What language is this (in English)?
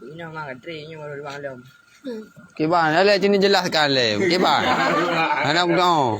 Achinese